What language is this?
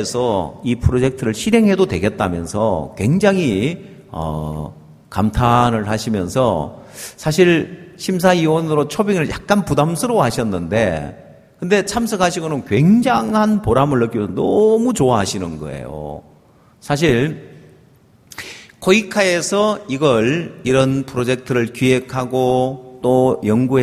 Korean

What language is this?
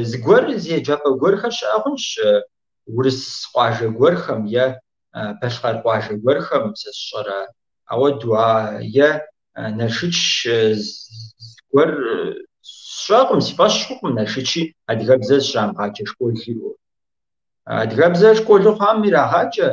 Kabardian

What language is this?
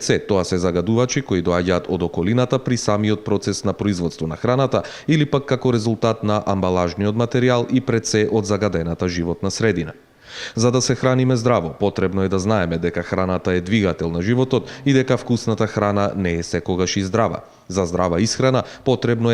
Macedonian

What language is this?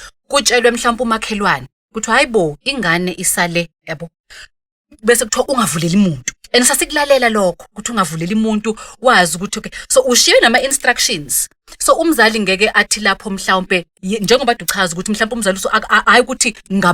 Zulu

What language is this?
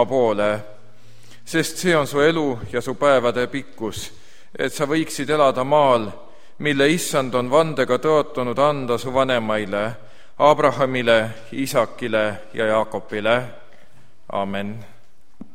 Estonian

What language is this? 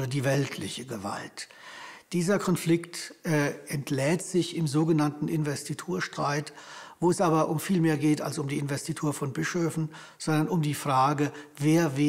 German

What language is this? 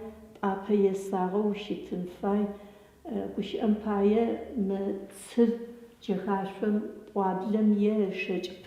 Adyghe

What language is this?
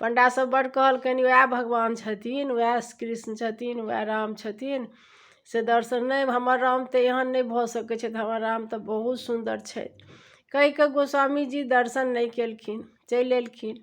Maithili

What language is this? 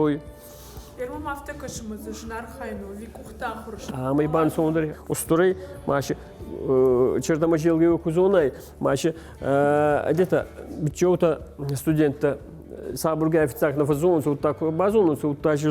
Ossetic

